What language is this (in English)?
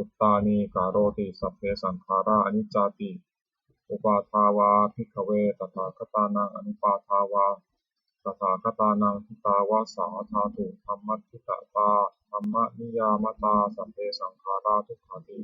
Pali